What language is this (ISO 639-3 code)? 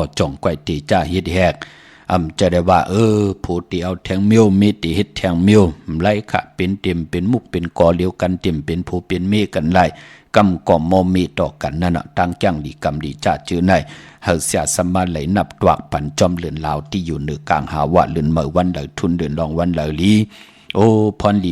shn